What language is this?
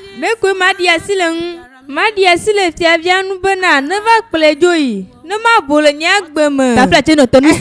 Ewe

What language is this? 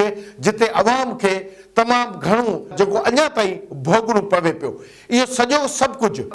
Sindhi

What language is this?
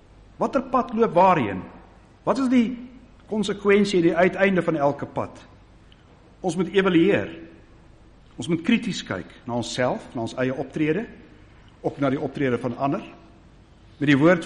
Afrikaans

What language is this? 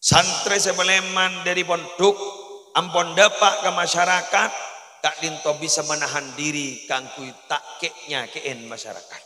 Madurese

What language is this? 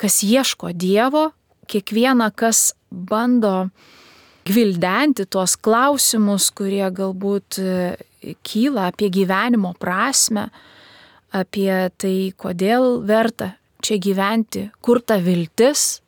Lithuanian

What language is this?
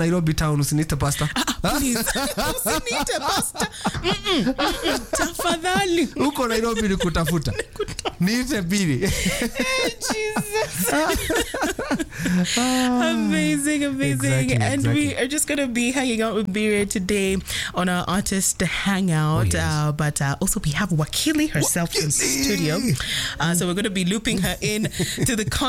Swahili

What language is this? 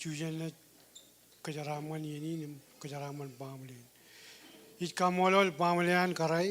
Marshallese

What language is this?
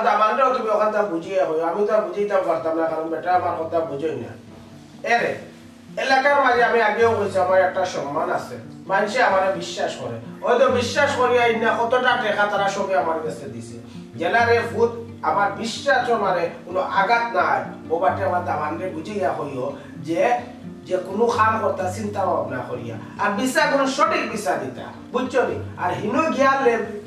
Sylheti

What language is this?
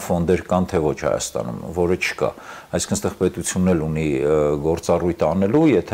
Armenian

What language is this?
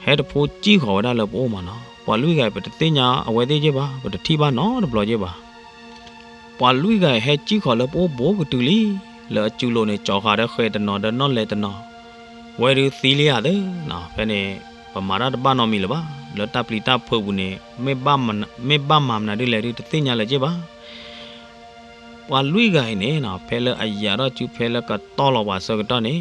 S'gaw Karen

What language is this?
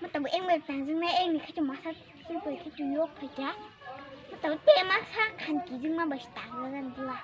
Kok Borok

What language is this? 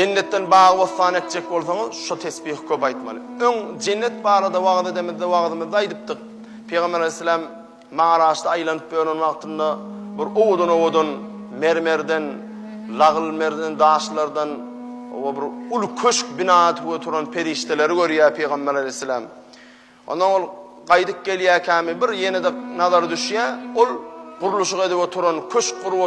Turkmen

